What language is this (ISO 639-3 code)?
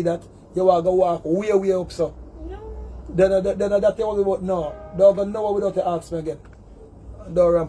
jam